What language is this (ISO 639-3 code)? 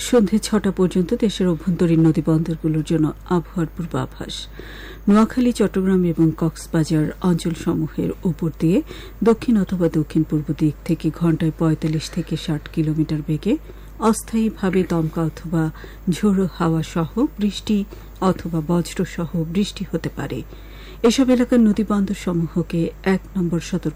ben